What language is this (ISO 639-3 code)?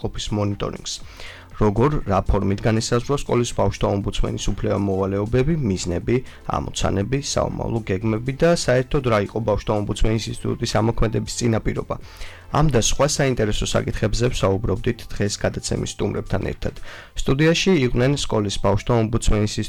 kat